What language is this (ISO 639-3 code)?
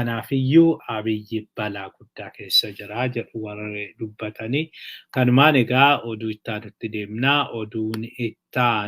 orm